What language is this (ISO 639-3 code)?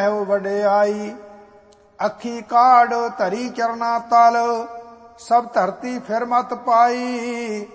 pan